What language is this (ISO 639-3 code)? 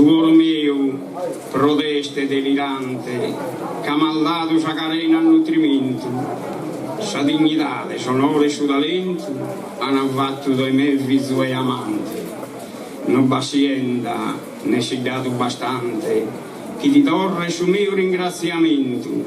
srd